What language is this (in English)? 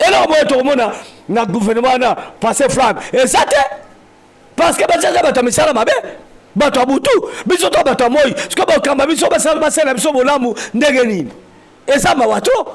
Lingala